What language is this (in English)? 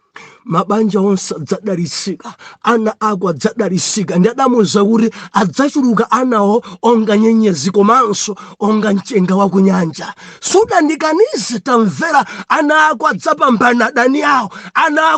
Nyanja